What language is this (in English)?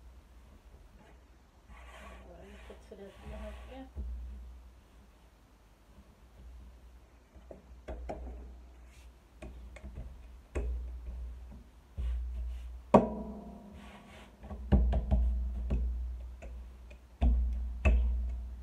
Norwegian